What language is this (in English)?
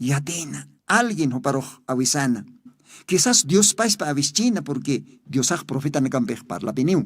Aymara